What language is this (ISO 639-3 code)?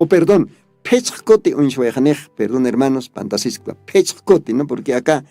aym